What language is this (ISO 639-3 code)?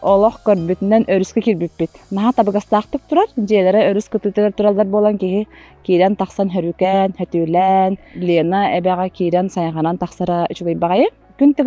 sah